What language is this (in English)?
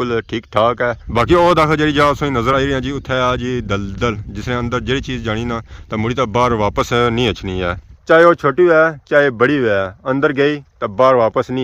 Pahari-Potwari